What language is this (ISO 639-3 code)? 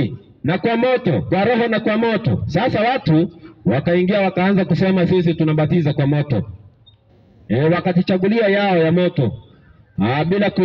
swa